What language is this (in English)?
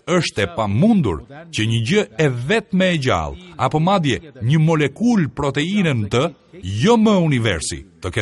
Albanian